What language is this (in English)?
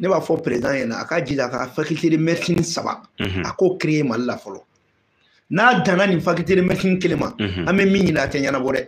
Bambara